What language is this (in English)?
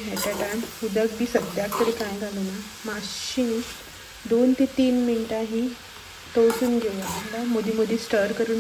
Konkani